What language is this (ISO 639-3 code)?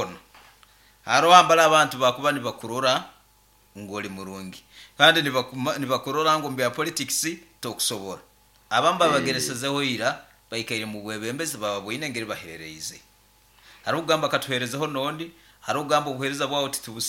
nyn